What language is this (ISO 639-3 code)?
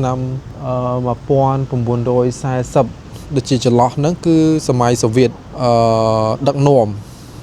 khm